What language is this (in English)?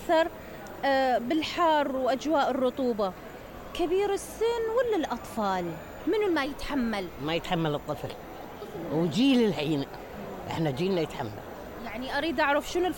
Mesopotamian Arabic